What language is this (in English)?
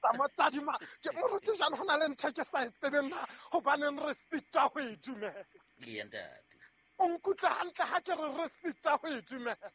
Southern Sotho